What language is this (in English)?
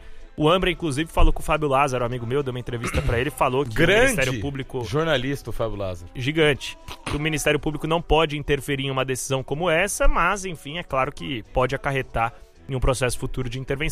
Portuguese